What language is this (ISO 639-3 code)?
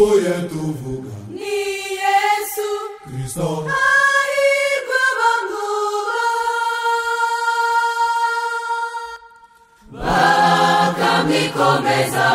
kin